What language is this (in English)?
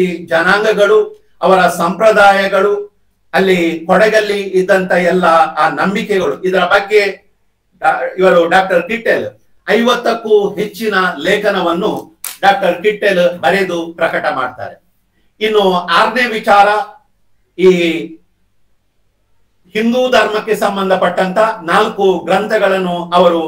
Kannada